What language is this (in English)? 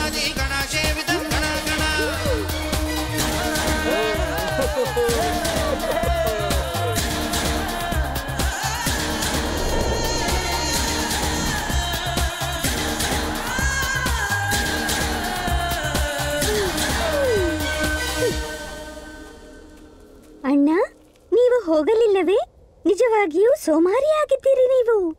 Kannada